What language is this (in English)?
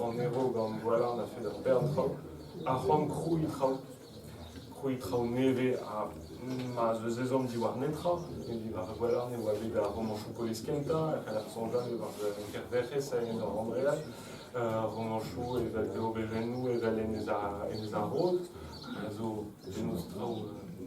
Breton